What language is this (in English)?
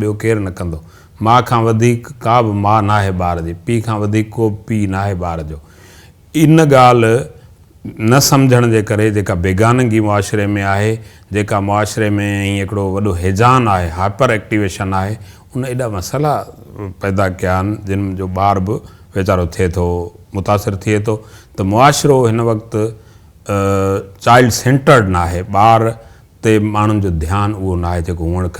Sindhi